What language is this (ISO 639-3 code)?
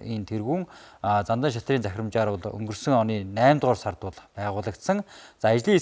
mon